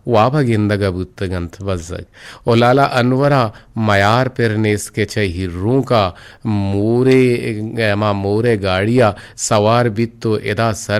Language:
Eastern Balochi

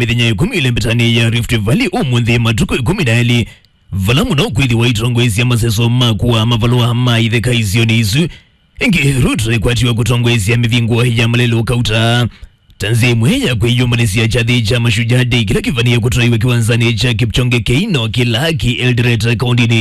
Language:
Kamba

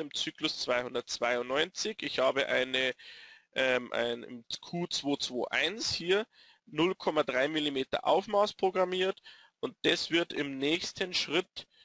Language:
German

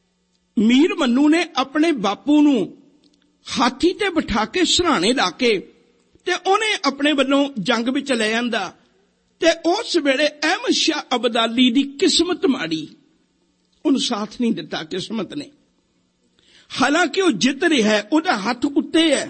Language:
Punjabi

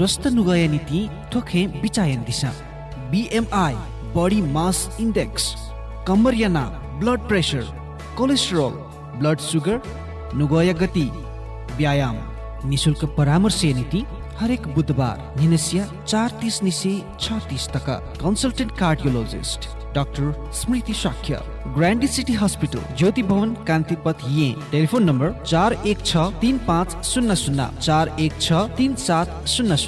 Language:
Newari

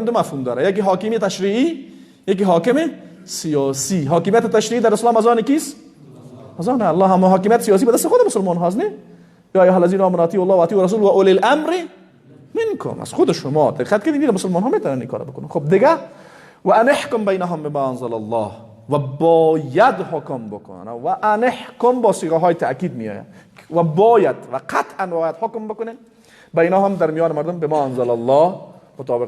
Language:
Persian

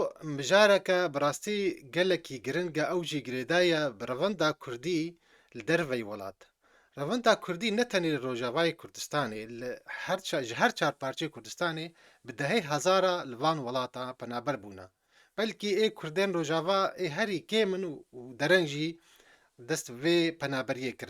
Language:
Kurdish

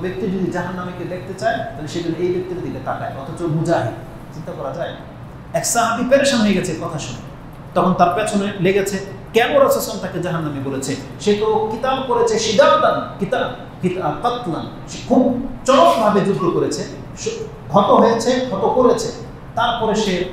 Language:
Bangla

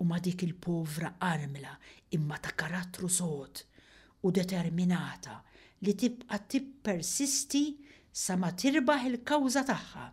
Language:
Maltese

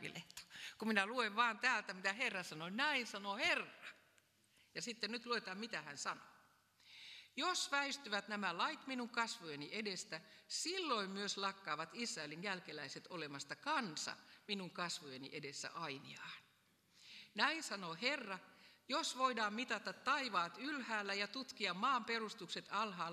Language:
Finnish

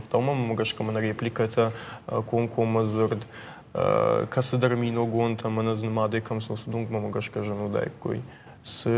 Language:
Ossetic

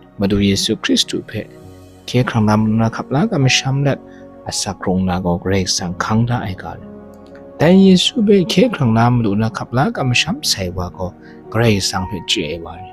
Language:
Kachin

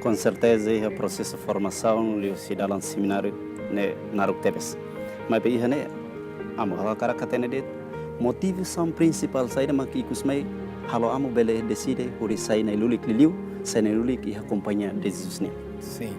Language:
Tetum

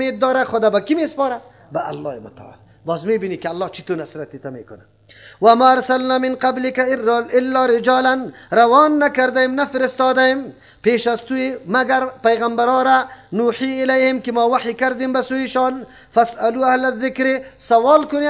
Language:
Persian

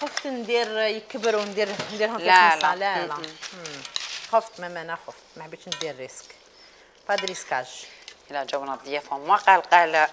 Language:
Algerian Arabic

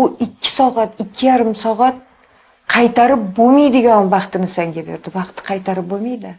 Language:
Uzbek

